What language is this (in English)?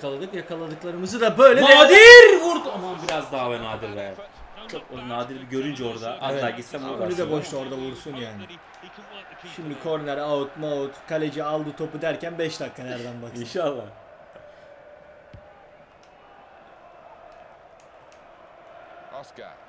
Turkish